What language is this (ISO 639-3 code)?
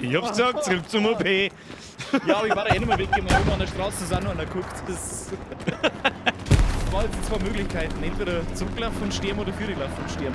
bar